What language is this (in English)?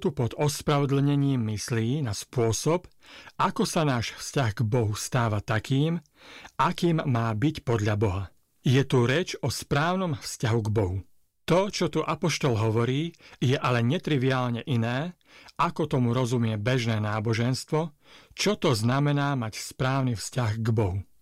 Slovak